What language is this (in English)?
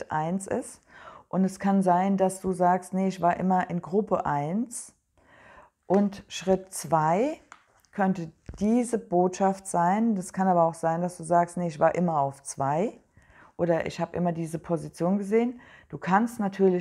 German